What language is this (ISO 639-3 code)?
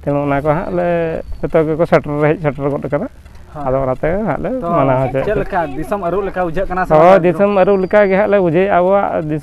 sat